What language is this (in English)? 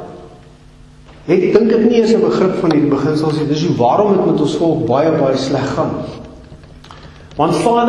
Afrikaans